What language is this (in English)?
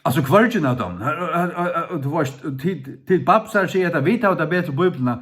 Faroese